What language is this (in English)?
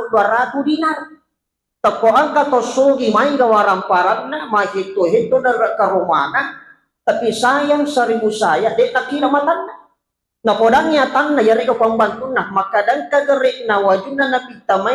Buginese